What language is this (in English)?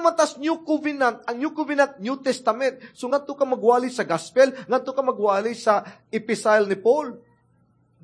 Cebuano